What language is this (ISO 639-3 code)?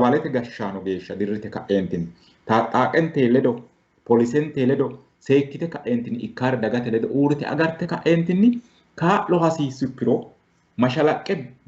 sid